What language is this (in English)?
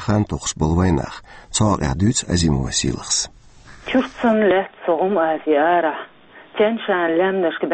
Chechen